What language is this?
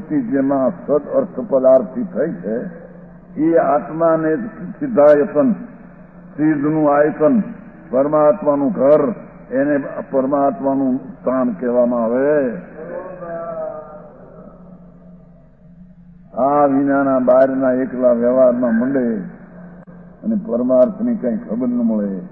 Gujarati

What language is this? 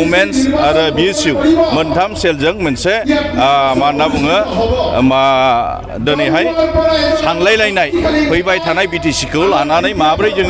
Bodo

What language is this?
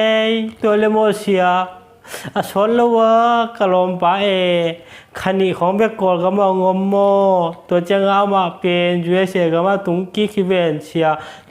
Tedim Chin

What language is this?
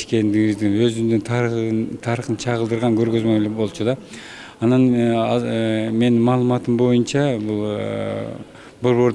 Kyrgyz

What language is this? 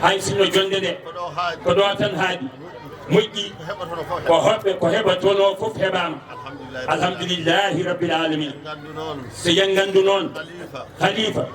Fula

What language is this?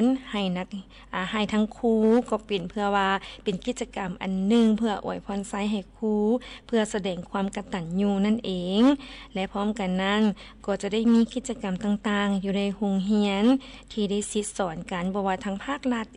Lao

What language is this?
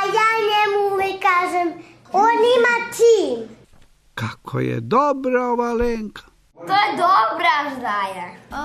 Serbian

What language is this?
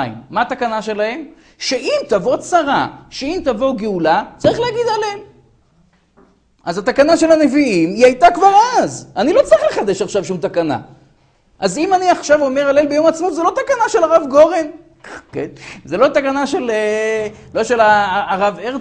Hebrew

